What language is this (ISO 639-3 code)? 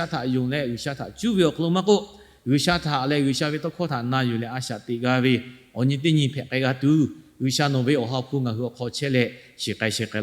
lhu